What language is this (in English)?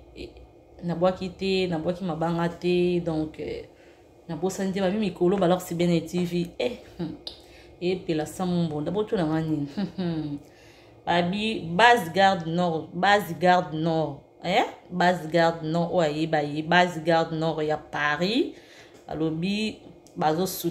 Lingala